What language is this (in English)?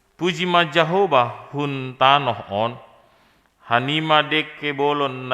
Batak Simalungun